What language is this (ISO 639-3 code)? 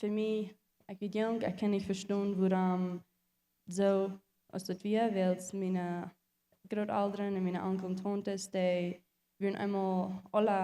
pdt